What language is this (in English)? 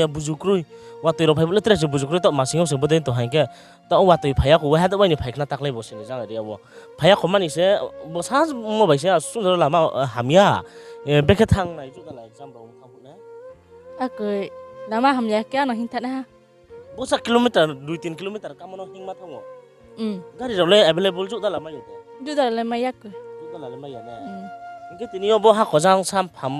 Riang (India)